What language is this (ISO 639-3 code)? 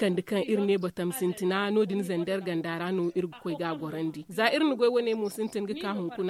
dje